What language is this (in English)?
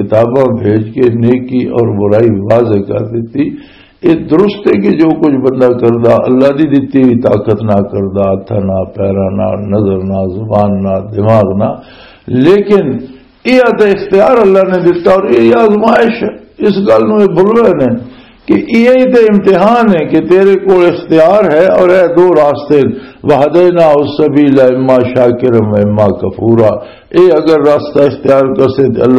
Western Panjabi